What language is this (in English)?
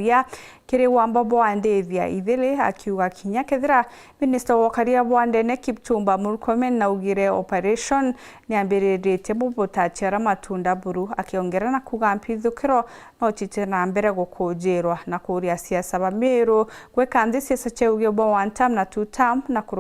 Meru